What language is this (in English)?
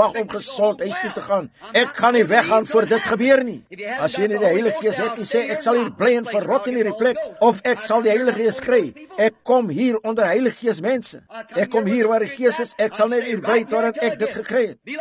Afrikaans